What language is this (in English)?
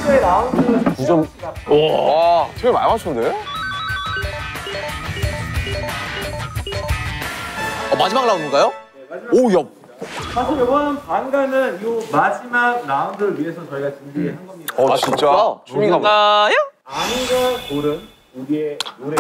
Korean